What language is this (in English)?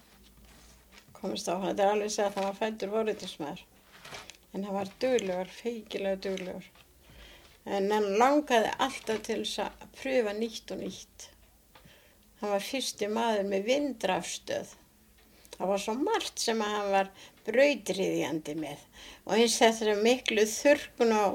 Icelandic